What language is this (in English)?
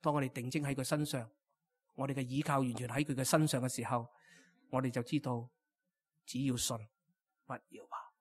Cantonese